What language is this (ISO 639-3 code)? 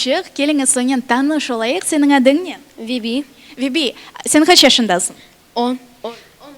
crh